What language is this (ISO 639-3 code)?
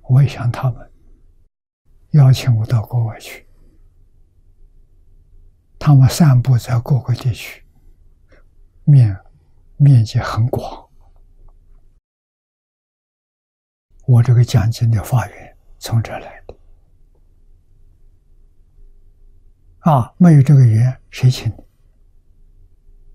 zho